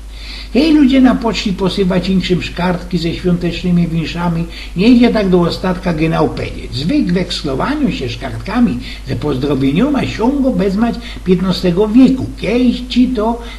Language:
Silesian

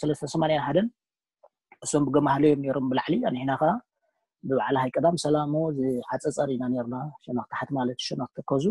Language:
Tigrinya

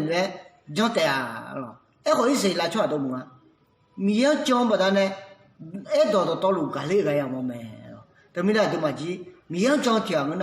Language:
Akha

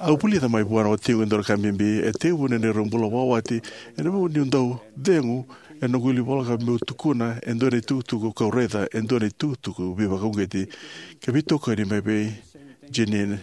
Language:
Fijian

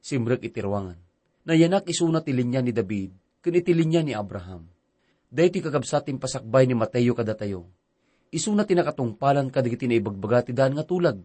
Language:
Iloko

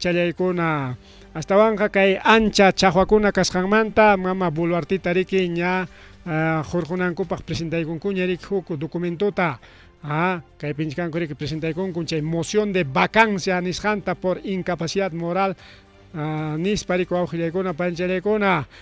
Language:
Ayacucho Quechua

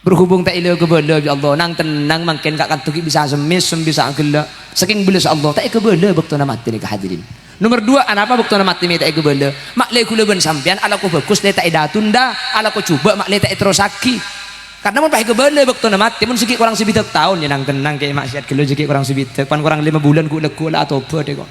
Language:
Madurese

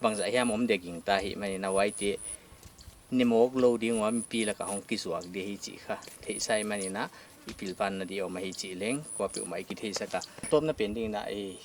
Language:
Paite Chin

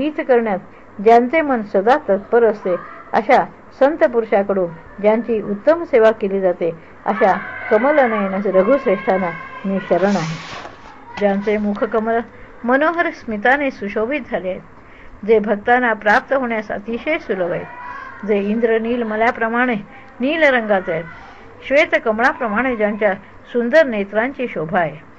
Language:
Marathi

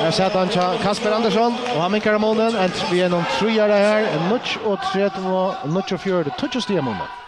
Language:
Faroese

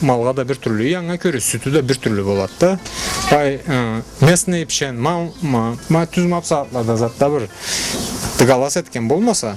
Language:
Karachay-Balkar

